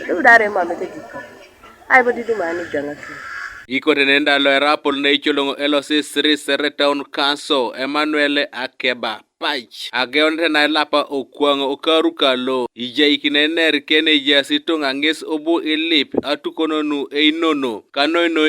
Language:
Teso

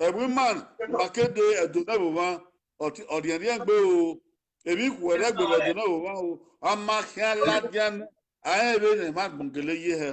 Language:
Bini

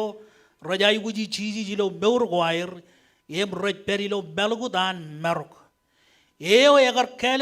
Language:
Marshallese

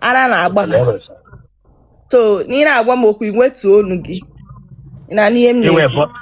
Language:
Igbo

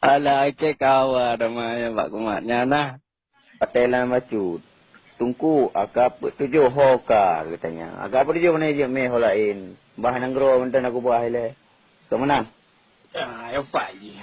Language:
Achinese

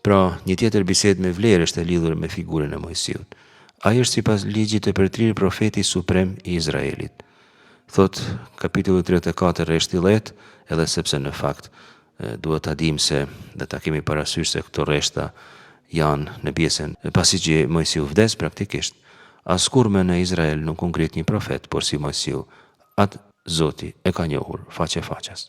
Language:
Albanian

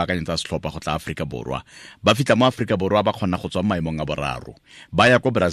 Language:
Tswana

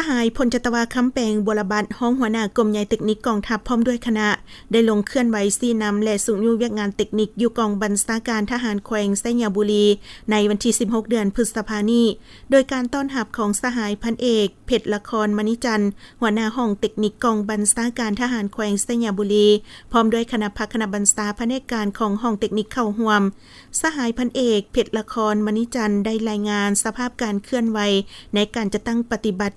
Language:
Lao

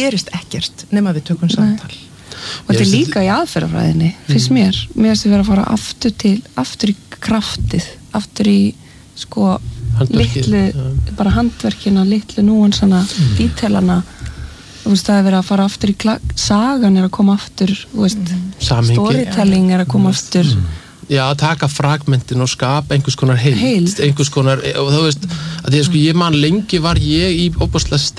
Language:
Icelandic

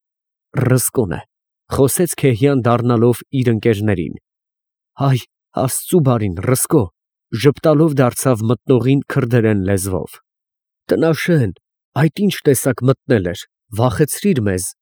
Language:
Armenian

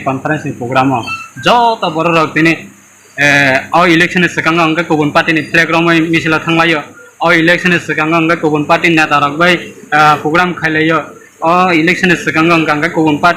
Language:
Kok Borok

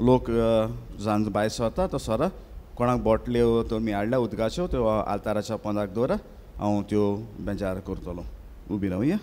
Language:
Konkani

